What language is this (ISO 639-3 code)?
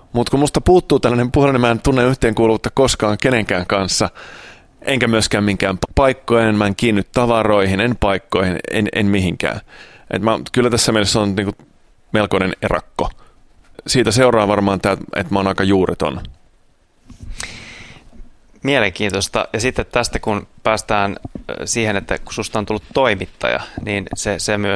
fin